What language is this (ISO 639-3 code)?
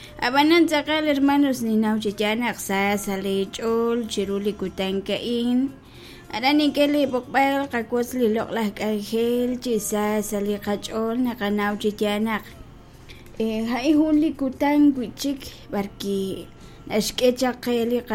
kek